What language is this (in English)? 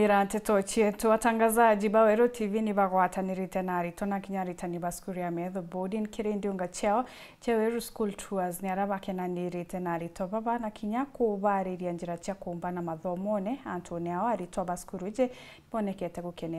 Meru